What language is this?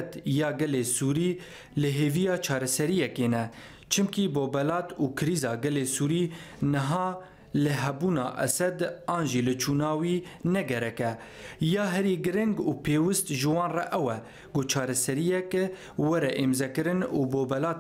Kurdish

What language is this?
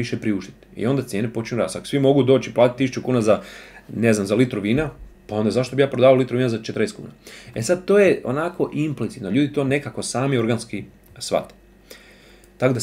Croatian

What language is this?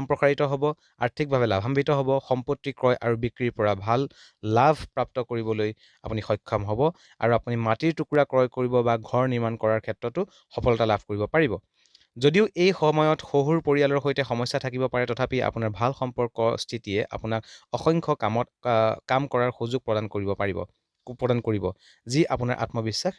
Assamese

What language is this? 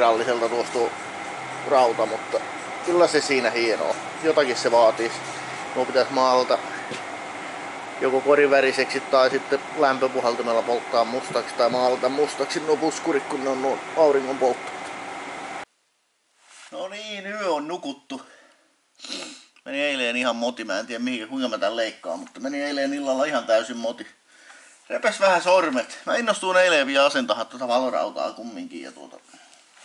Finnish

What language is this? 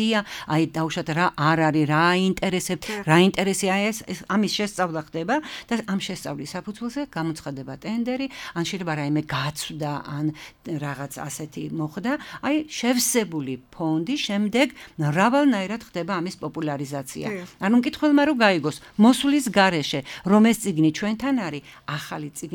Georgian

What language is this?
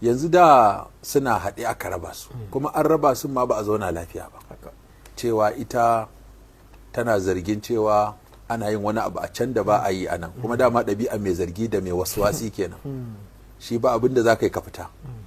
Hausa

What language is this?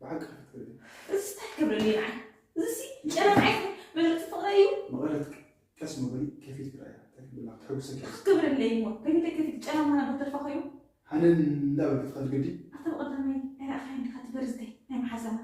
Tigrinya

